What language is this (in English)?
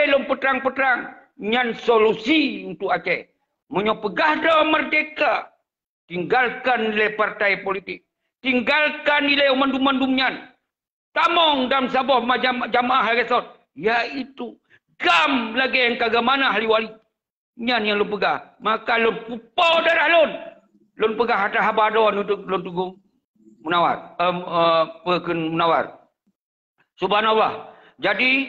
Achinese